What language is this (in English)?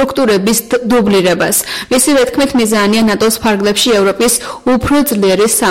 Georgian